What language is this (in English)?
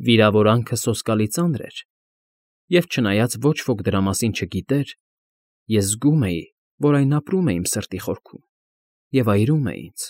Armenian